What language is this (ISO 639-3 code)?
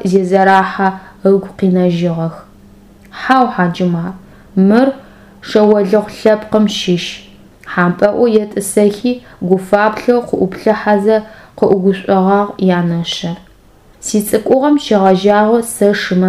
ady